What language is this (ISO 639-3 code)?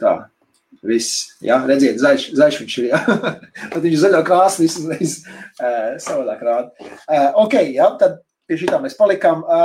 lav